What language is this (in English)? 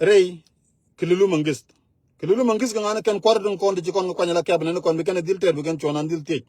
Nuer